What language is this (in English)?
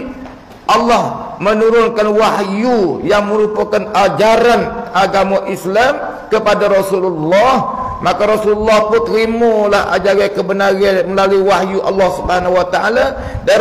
Malay